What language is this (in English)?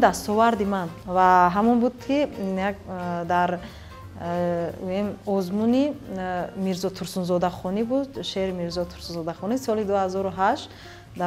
Tajik